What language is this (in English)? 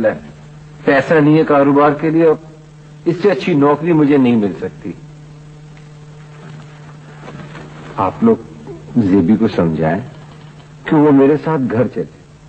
Urdu